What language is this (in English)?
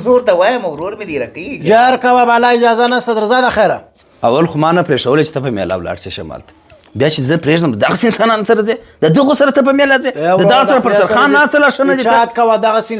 Pashto